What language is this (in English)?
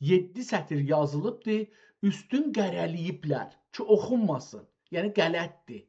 South Azerbaijani